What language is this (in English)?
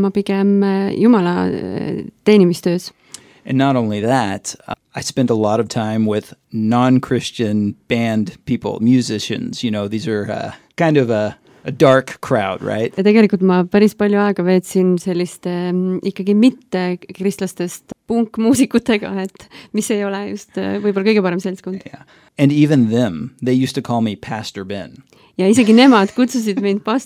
Estonian